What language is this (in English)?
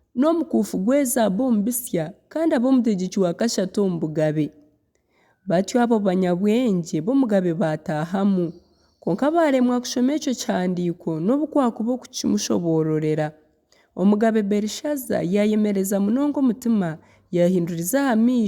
Nyankole